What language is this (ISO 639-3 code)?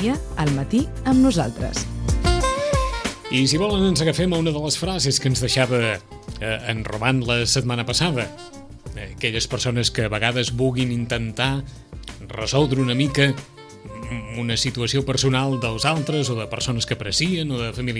cat